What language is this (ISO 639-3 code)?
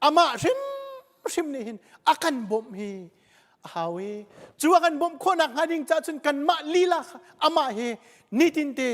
cnh